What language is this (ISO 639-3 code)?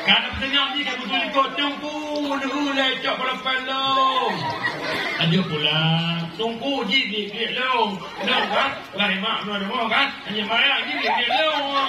ace